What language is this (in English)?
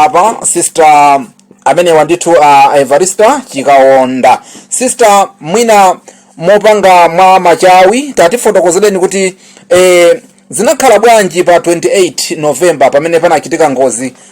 Nyanja